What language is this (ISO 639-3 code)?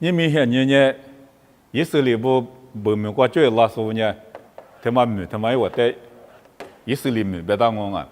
lis